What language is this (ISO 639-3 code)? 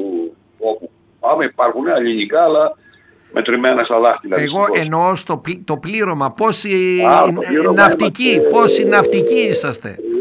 ell